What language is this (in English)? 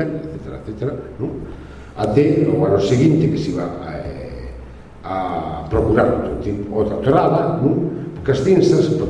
Galician